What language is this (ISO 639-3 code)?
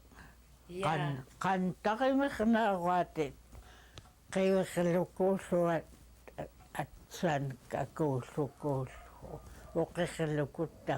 esu